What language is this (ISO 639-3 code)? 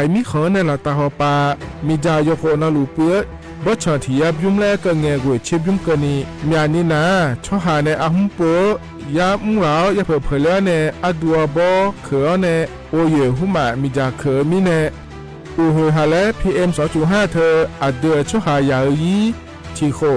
ahk